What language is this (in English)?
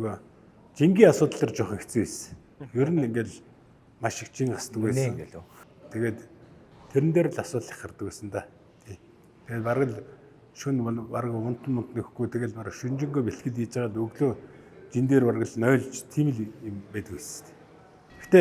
Mongolian